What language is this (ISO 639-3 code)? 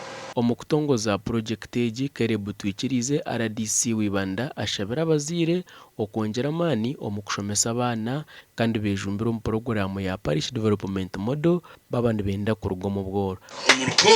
nyn